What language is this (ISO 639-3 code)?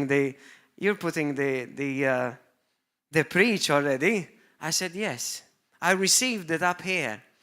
eng